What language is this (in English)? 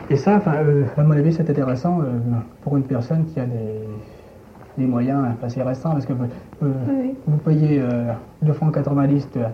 French